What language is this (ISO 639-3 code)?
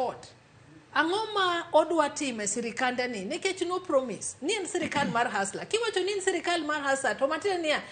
luo